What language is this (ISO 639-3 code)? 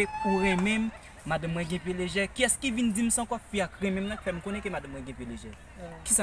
hat